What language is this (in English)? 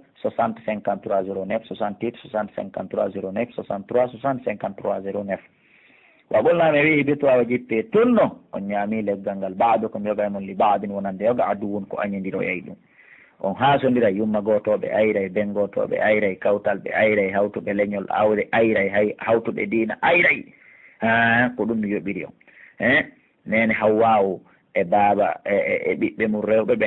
Pular